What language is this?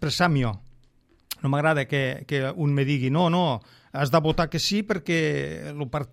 Catalan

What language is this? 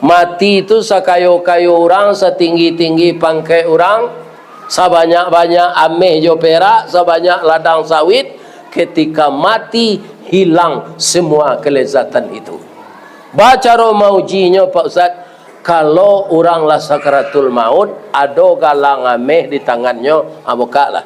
Minangkabau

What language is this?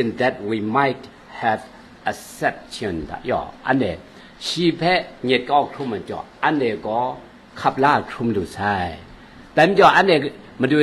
Kachin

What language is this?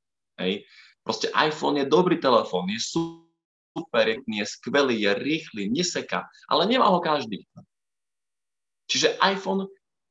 Slovak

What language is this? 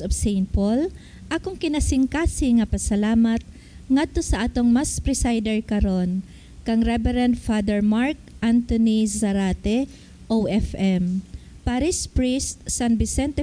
Cebuano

